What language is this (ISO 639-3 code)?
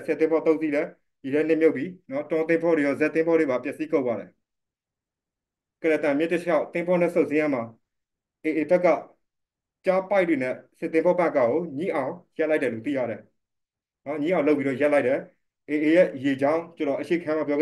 mya